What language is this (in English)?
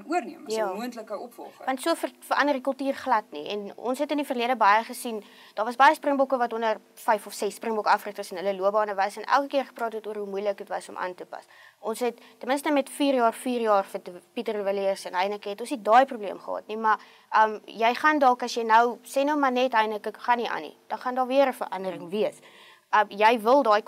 Afrikaans